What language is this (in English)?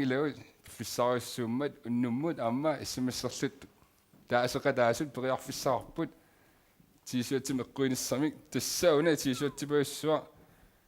Kalaallisut